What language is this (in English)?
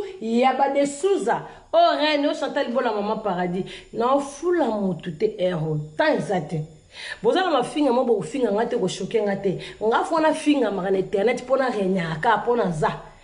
Lingala